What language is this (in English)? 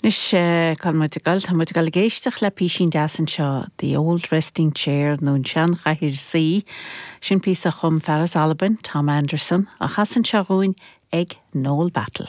Irish